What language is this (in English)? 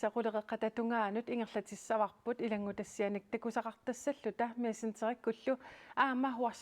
Kalaallisut